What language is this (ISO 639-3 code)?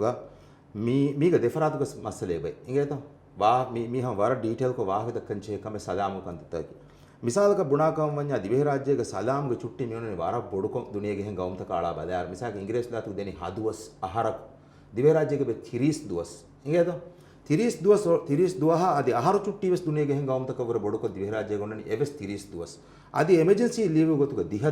div